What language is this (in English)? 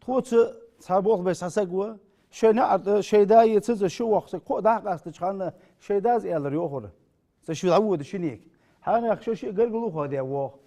Ingush